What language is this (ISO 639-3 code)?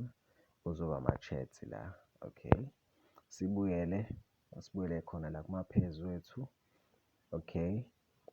zul